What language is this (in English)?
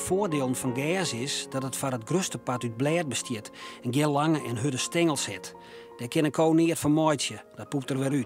Western Frisian